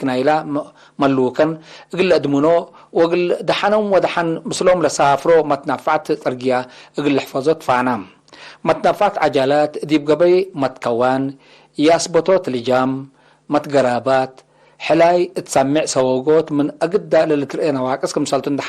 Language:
Tigre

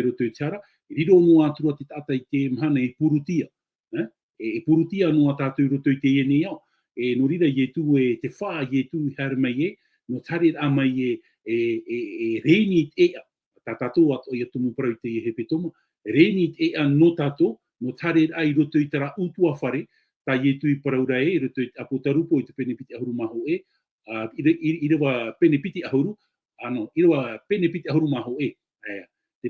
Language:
Tahitian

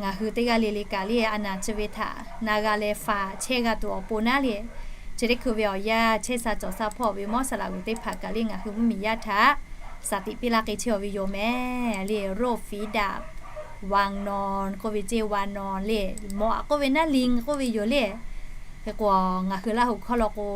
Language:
Lahu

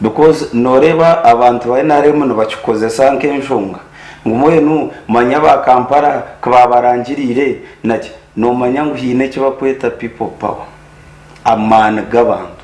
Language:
Nyankole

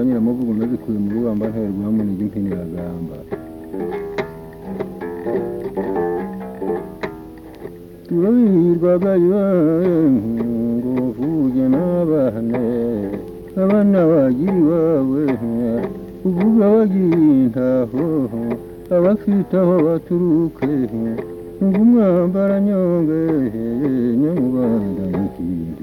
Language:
Kinyarwanda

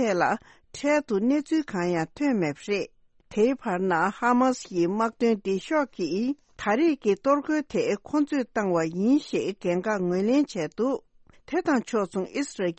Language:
Tibetan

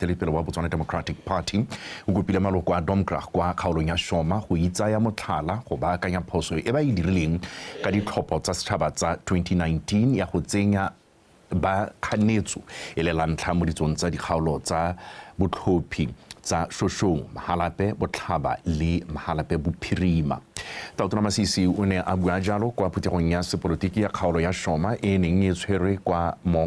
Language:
Tswana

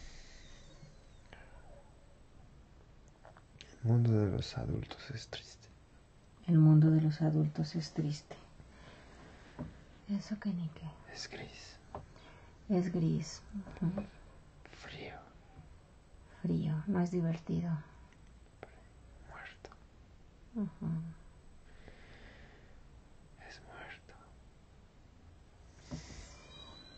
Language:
Spanish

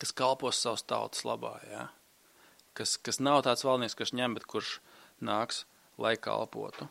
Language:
Latvian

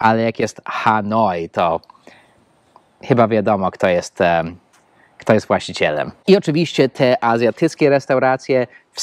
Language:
Polish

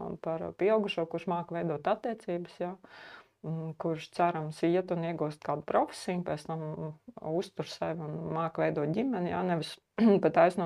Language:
Latvian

